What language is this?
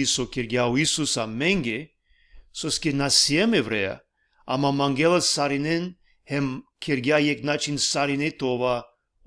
Balkan Romani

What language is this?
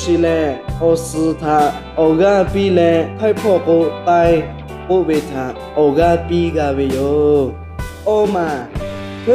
Lahu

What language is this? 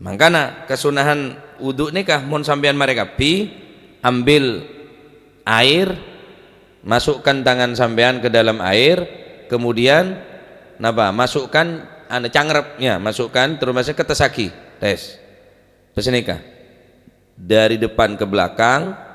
Madurese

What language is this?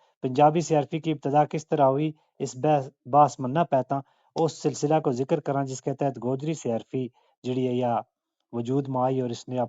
Gujari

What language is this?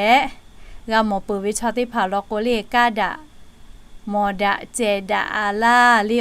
Lahu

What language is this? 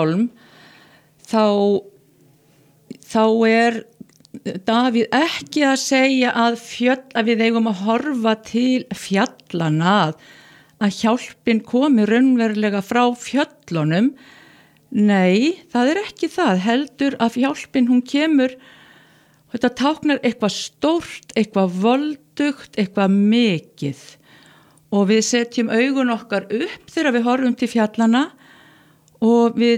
Icelandic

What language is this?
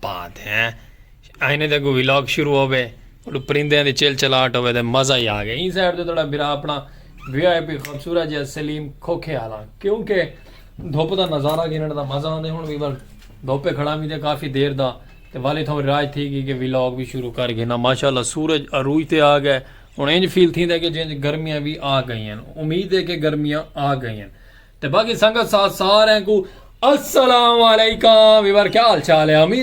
Saraiki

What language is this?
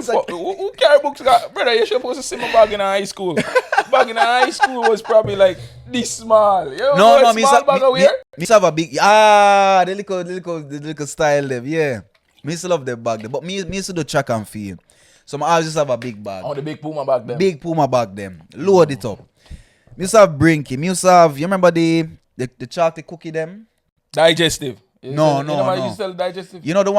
Jamaican Creole English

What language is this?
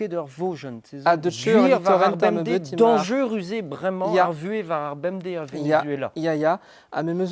Breton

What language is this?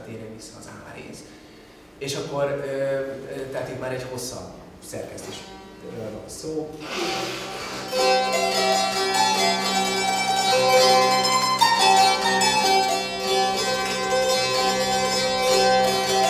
Hungarian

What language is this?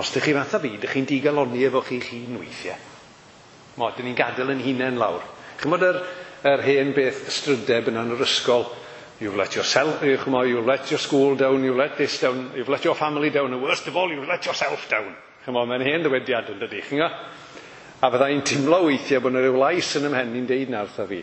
Welsh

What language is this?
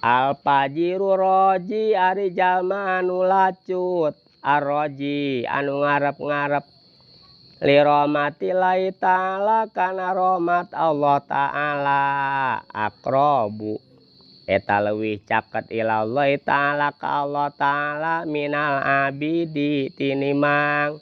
Sundanese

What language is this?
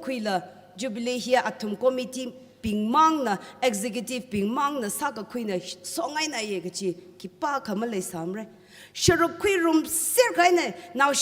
Tangkhul Naga (India)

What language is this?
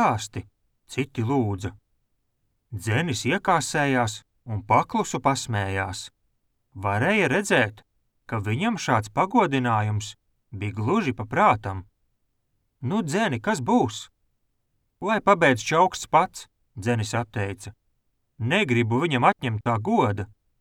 Latvian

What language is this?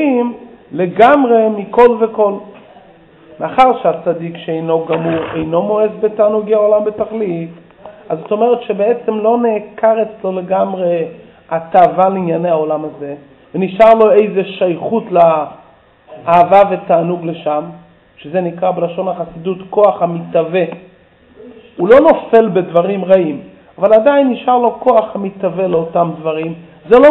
Hebrew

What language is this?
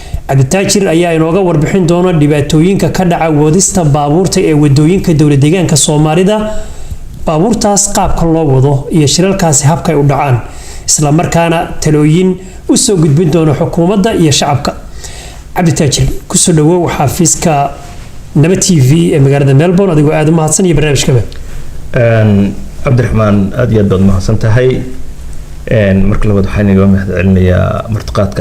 Somali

